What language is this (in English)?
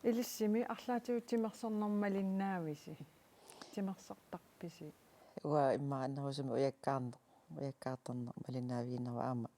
Kalaallisut